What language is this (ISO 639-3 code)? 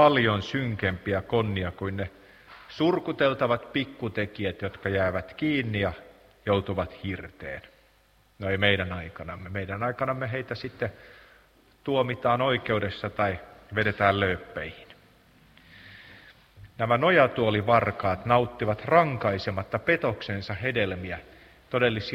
fin